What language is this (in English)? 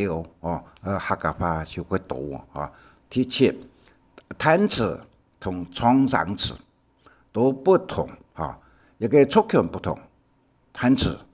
Hakka Chinese